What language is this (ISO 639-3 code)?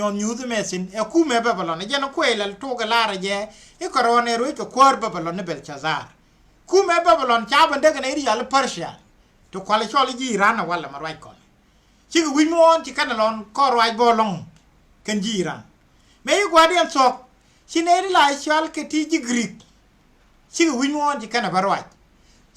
nus